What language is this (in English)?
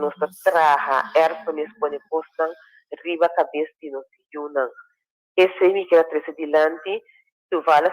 Papiamento